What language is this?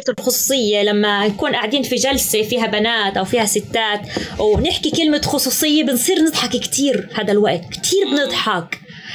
North Levantine Arabic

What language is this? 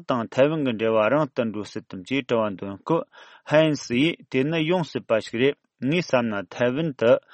Tibetan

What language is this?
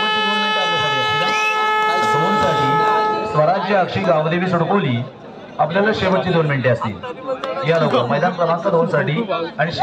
Marathi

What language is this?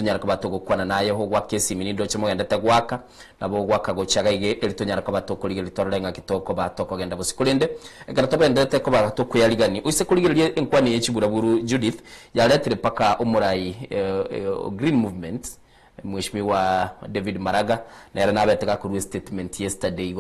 Gusii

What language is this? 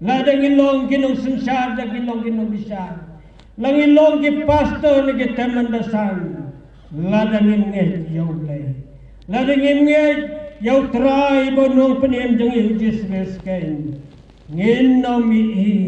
Khasi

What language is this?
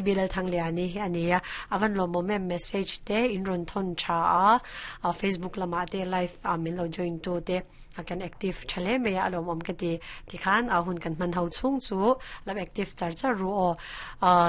Mizo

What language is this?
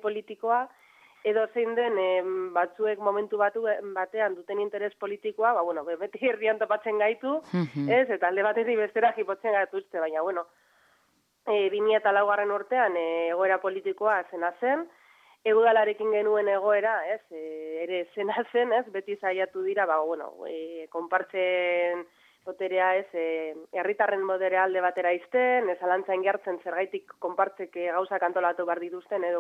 Basque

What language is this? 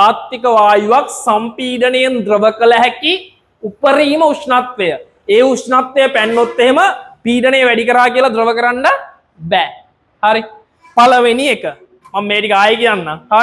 Sinhala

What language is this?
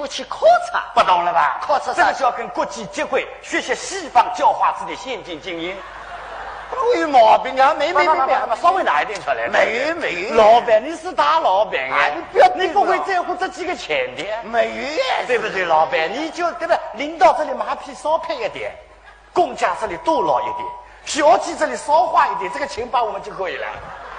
Wu Chinese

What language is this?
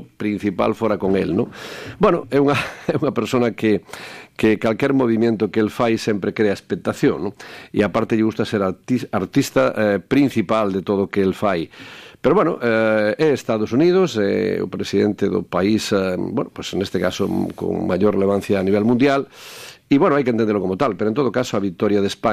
Galician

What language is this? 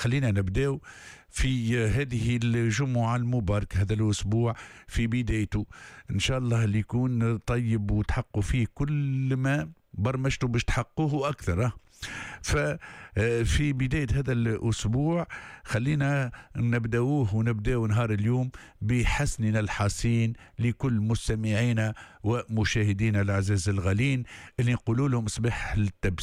Tunisian Arabic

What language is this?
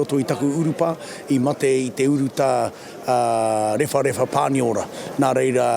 Māori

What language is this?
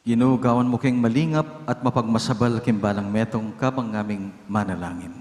Pampanga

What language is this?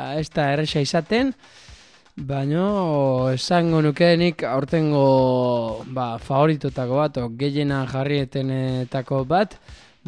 Basque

